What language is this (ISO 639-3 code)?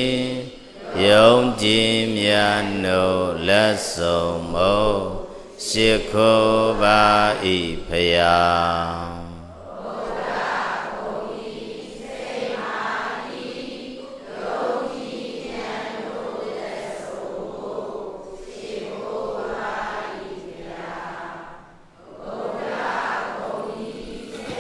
mya